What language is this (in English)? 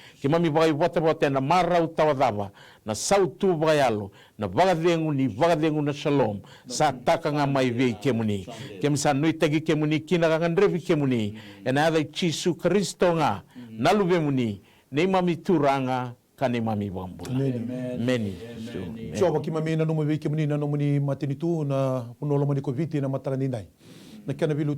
Fijian